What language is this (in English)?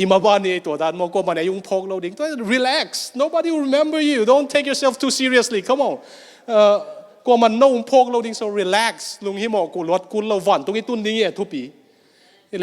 Tedim Chin